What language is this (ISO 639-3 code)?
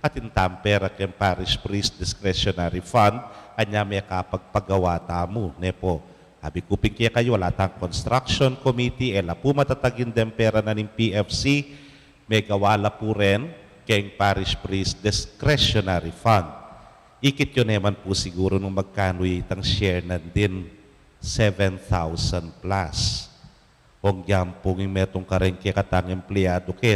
pam